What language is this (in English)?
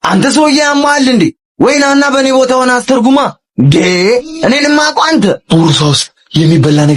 Amharic